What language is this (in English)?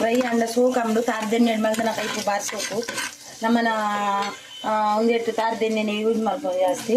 Tulu